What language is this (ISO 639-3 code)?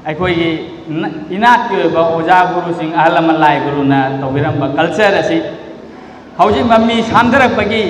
mni